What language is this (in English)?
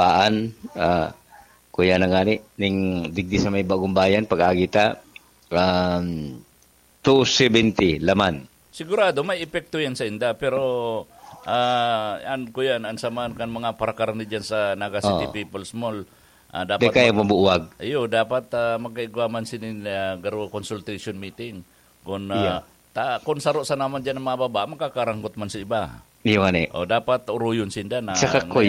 Bikol